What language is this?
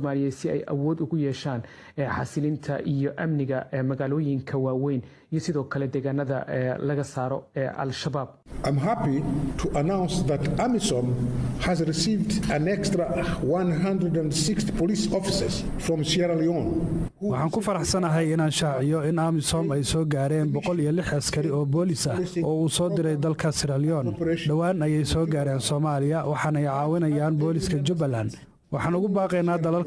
Somali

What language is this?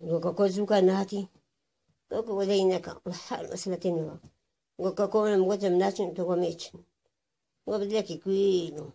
Kurdish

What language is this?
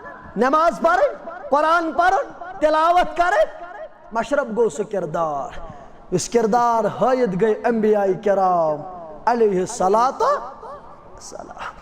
Kashmiri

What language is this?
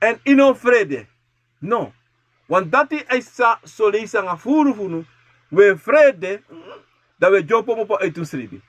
Sranan Tongo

